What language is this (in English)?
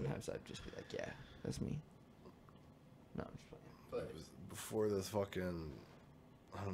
English